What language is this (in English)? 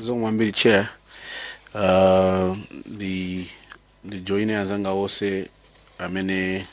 Nyanja